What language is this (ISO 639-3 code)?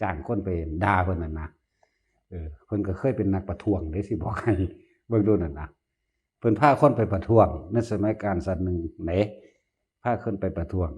tts